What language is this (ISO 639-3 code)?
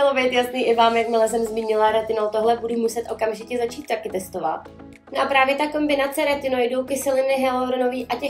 ces